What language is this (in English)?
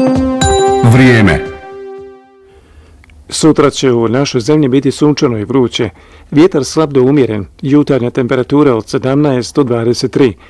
Bosnian